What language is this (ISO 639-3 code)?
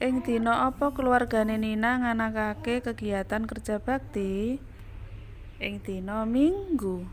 jav